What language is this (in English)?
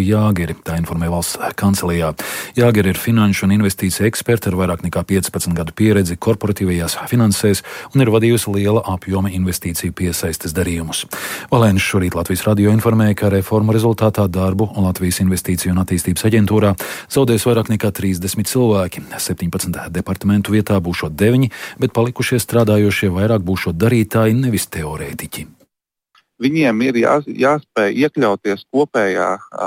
Latvian